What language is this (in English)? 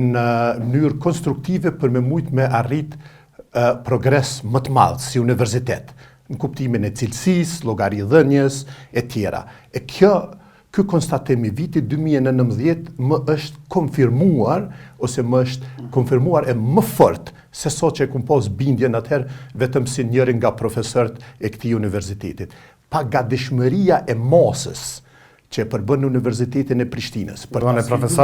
Albanian